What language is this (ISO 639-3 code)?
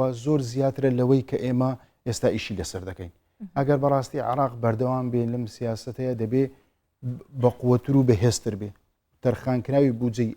ckb